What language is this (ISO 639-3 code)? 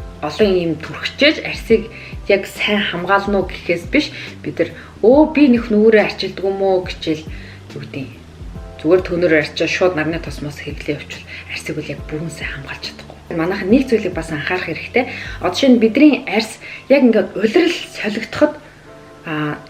mon